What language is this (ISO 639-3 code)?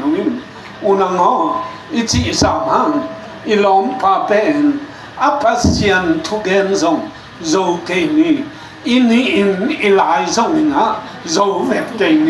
ctd